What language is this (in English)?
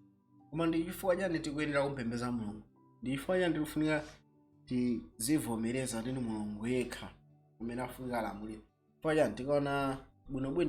Nyanja